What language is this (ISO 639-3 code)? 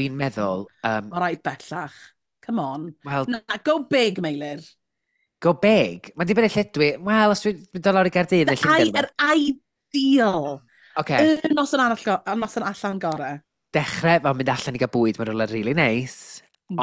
cym